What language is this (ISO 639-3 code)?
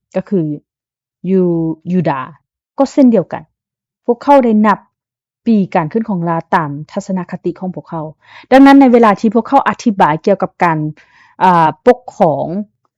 lao